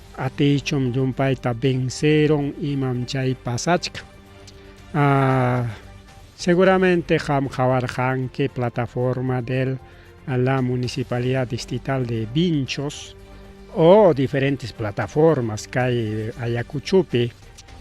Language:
Ayacucho Quechua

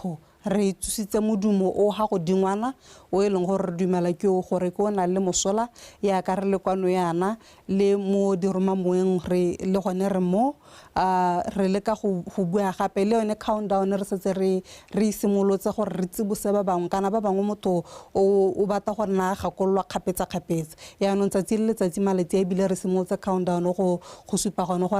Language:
Tswana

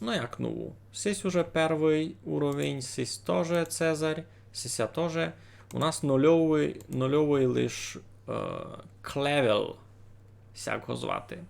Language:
Rusyn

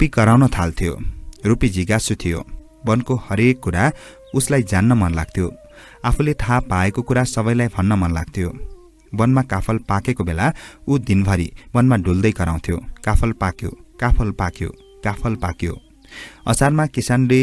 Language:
Nepali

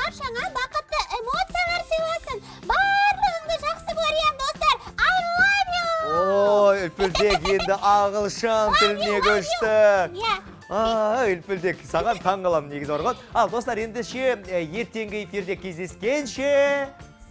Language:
Kazakh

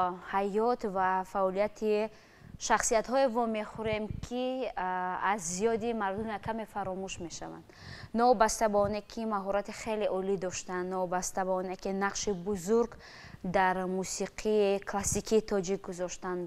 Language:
Tajik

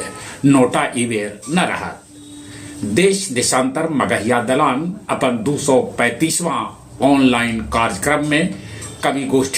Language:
Magahi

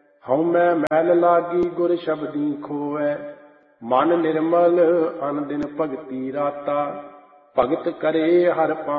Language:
Punjabi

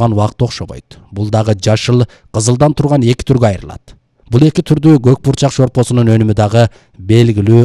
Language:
Kyrgyz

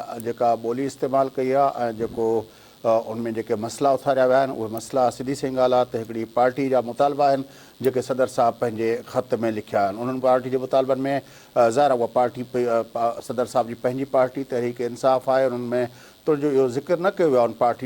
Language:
Sindhi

